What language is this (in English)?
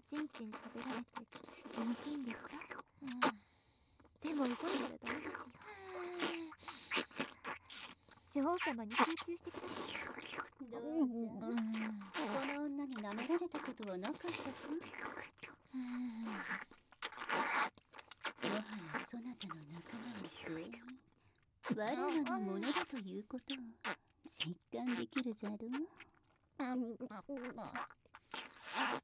Japanese